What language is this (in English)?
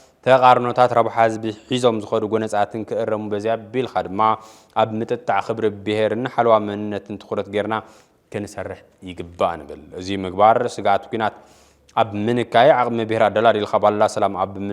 Tigrinya